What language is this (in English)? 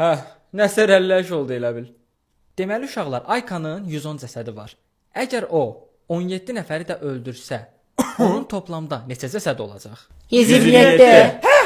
Azerbaijani